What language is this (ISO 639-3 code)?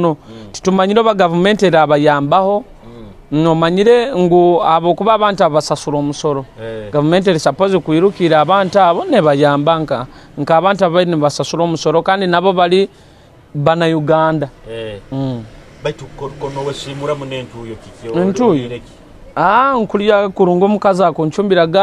nyo